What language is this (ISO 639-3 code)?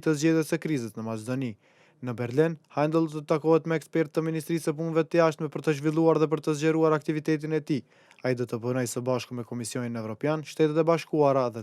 sqi